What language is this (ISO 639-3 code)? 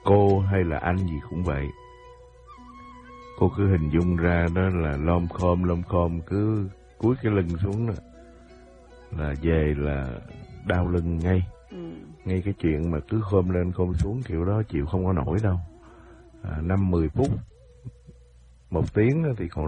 vie